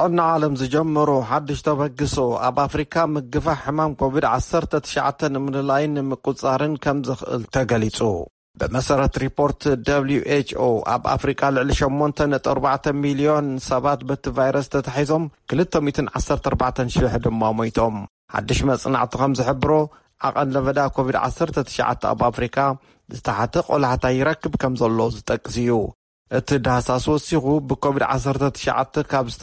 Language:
Tigrinya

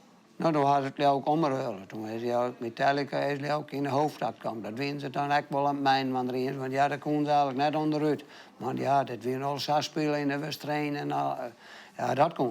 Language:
Western Frisian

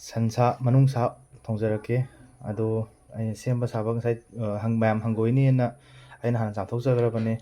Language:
Manipuri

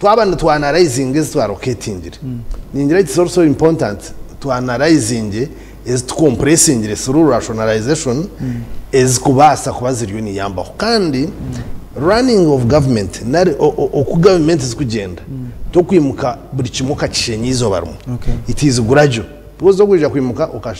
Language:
Nyankole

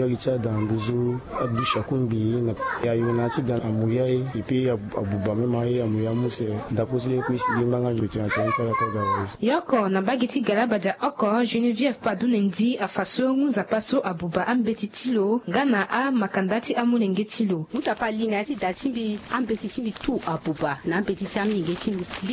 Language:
Sango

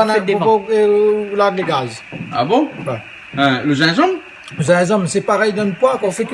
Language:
Réunion Creole French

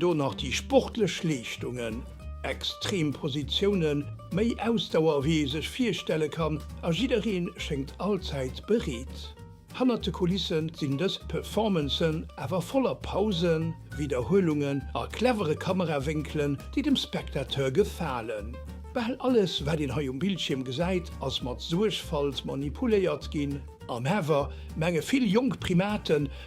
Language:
Luxembourgish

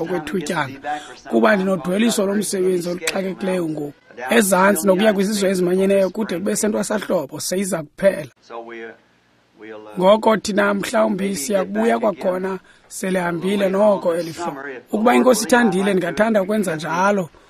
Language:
Xhosa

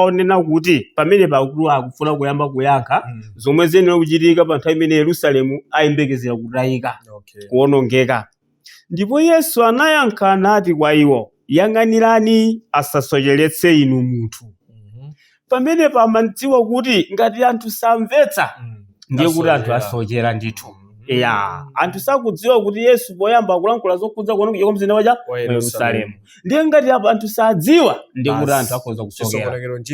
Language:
Nyanja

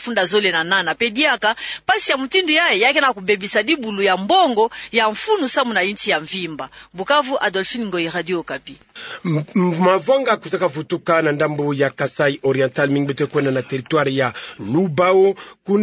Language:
Kituba (Democratic Republic of Congo)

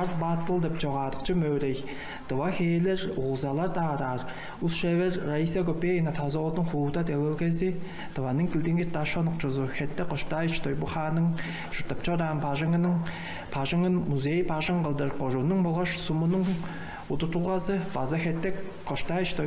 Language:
Tuvinian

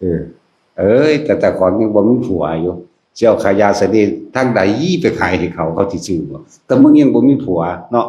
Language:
Northeastern Thai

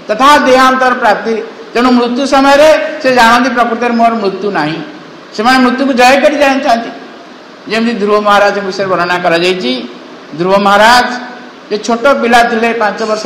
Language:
Odia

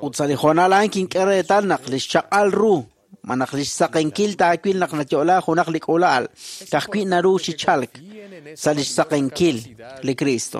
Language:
Kekchí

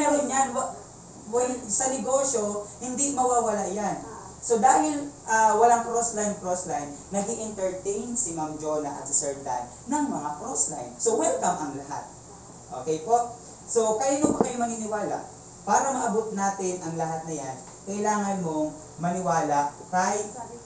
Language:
Filipino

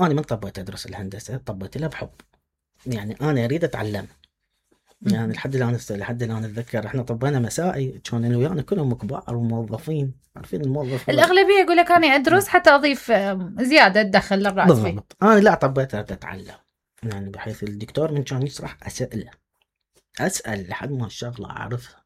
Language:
Mesopotamian Arabic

